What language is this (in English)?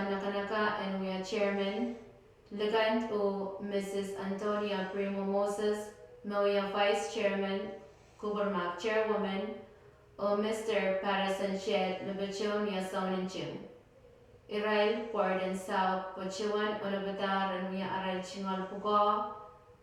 Pohnpeian